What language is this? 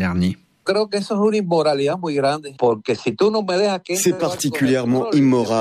French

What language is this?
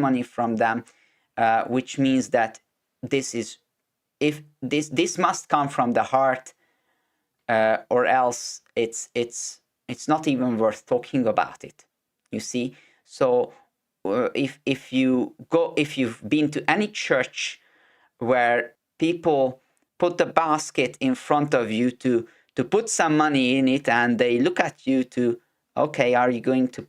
English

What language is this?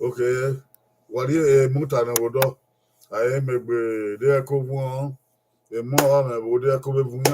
Bini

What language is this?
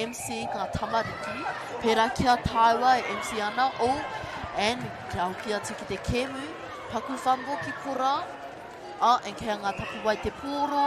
Māori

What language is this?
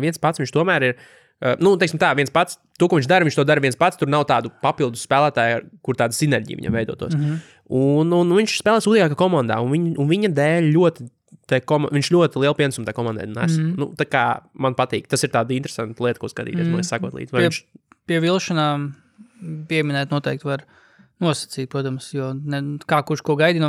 Latvian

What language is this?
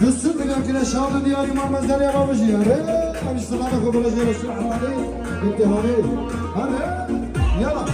Kurdish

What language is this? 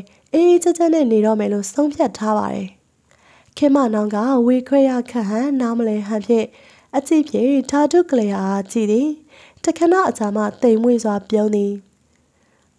Burmese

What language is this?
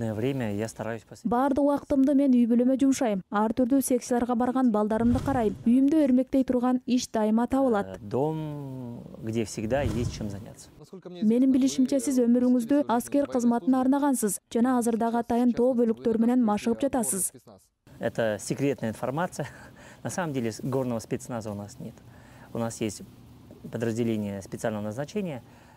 Kyrgyz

